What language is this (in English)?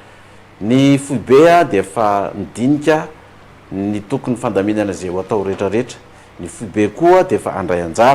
Malagasy